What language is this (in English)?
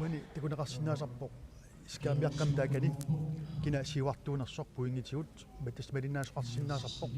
Kalaallisut